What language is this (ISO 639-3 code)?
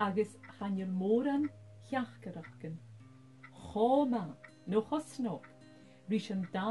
gla